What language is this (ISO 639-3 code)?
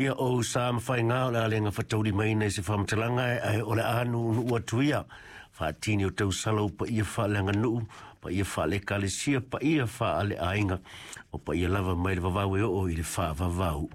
smo